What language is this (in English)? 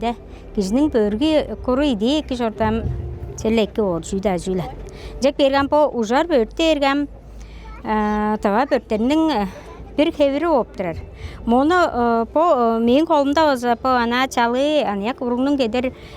Tuvinian